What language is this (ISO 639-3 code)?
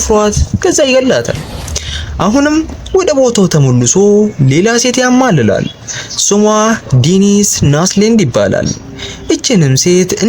amh